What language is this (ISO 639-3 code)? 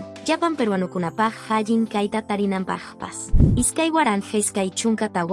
que